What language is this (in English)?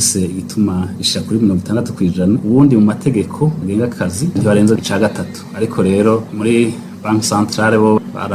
Rundi